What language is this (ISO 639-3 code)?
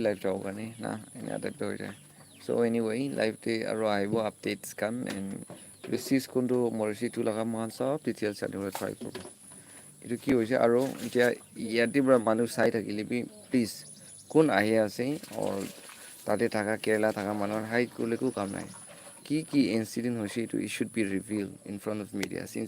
nag